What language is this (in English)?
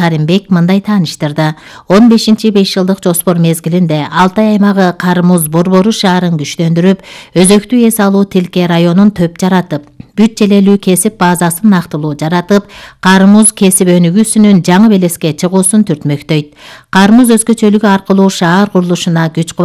Kyrgyz